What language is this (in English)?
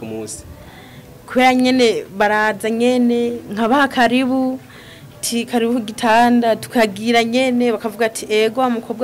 Rundi